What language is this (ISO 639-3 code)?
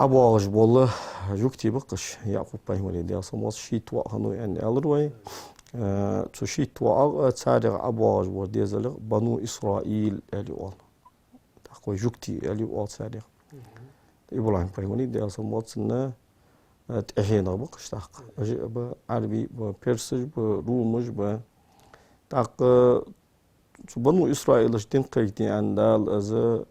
inh